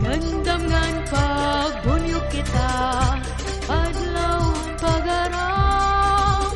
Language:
Waray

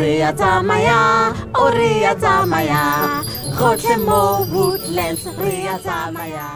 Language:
Tswana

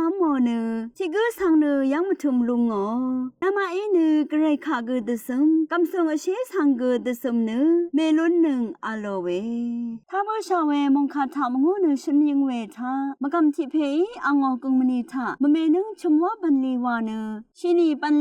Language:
Rawang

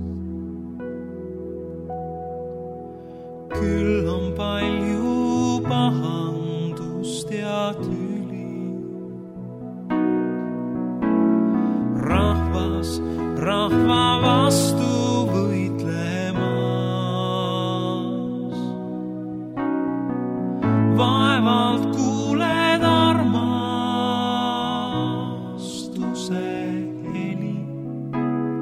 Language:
Estonian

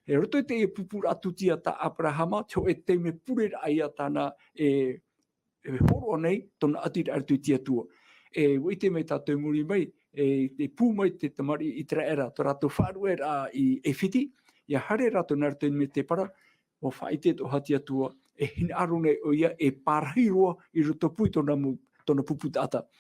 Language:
Tahitian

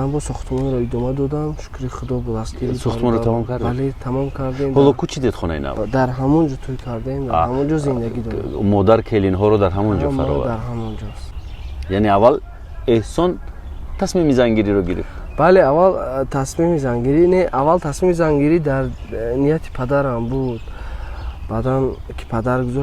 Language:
Tajik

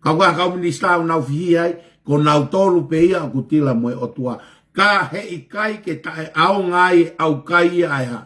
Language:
Tongan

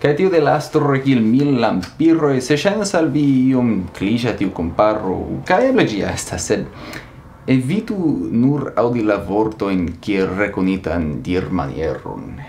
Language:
Esperanto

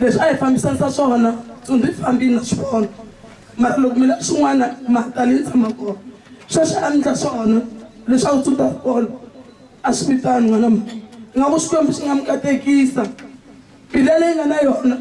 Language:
Tsonga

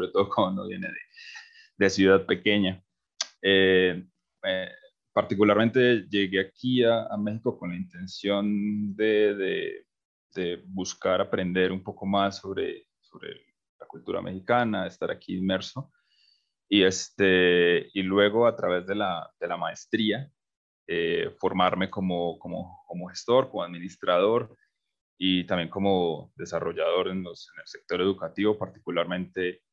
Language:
Spanish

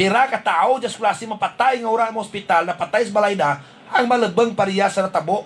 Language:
Hiligaynon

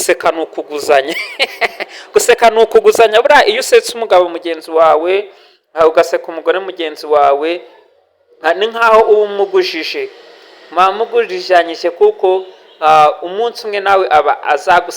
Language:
Kinyarwanda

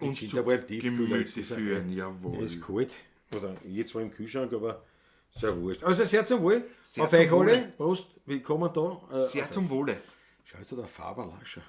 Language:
Bavarian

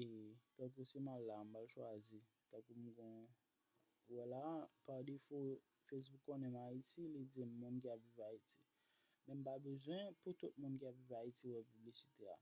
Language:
Haitian Creole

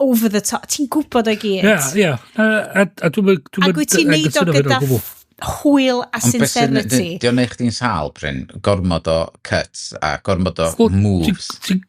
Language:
Welsh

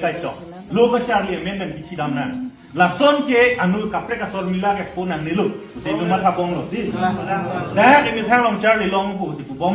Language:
Karbi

